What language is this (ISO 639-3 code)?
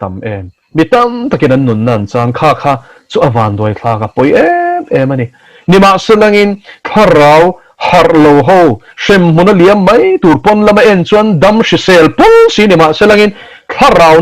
lus